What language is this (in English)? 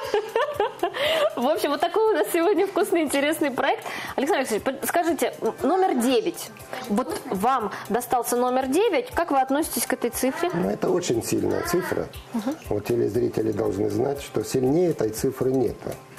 Russian